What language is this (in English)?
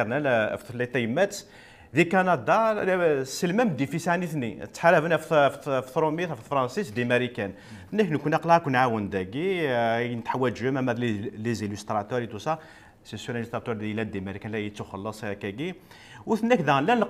Kabyle